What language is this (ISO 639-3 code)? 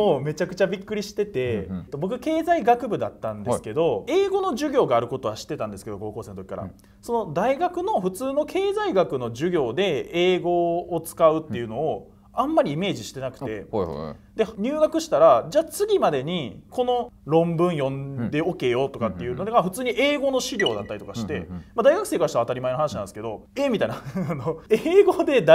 jpn